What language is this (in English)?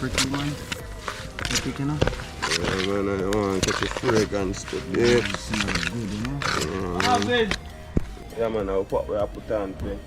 Jamaican Creole English